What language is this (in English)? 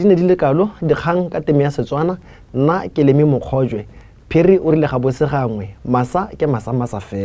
Tswana